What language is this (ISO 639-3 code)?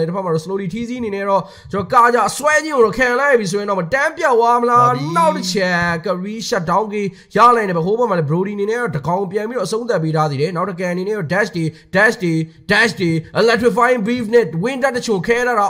mya